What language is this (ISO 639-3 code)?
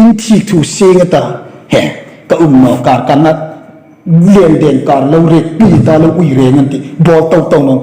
hmr